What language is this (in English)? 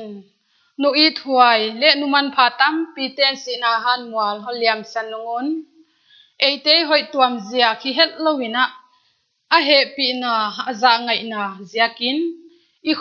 Paite Chin